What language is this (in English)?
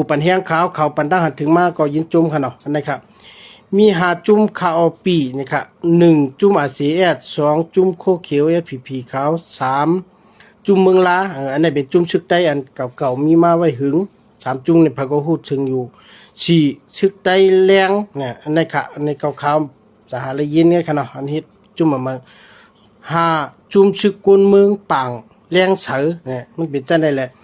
Shan